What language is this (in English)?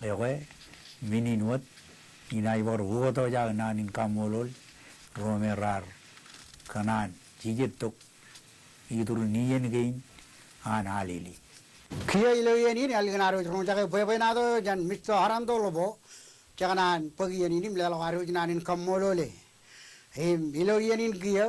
Marshallese